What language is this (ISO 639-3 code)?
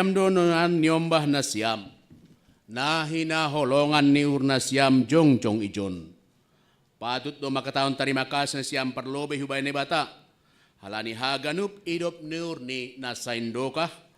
bts